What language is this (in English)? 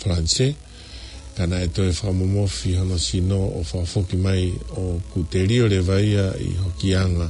Tongan